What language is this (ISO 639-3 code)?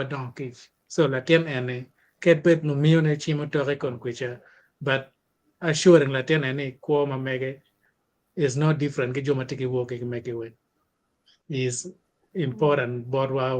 ach